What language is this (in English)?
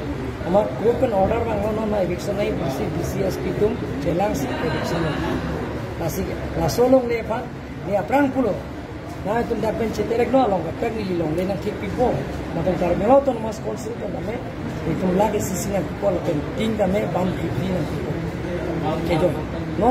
Karbi